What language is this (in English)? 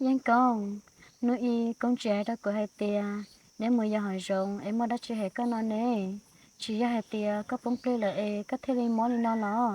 Hmong